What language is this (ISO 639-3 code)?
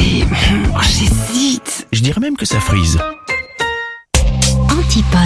fra